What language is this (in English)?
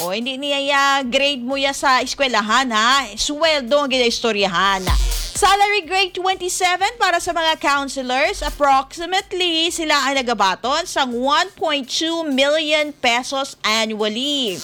Hiligaynon